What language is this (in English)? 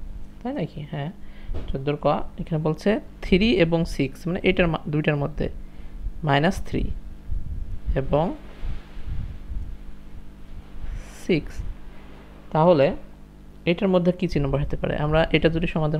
Bangla